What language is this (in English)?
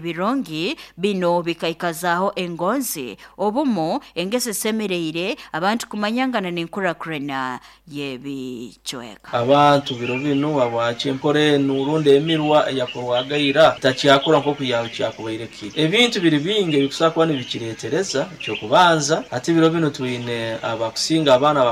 Nyoro